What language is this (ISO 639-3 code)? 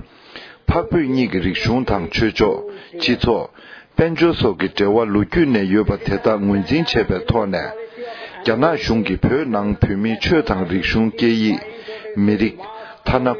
bod